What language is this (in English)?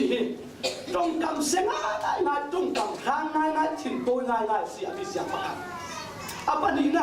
Falam Chin